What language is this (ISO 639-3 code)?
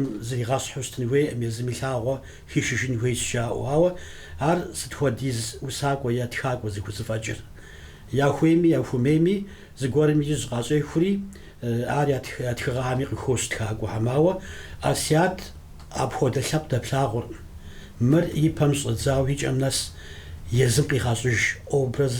kbd